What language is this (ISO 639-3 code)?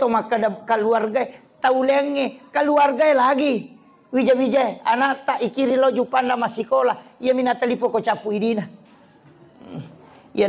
bug